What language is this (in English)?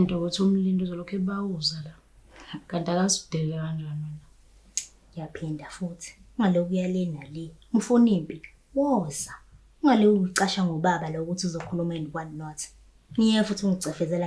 Zulu